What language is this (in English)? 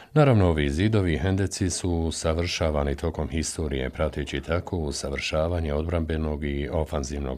Bosnian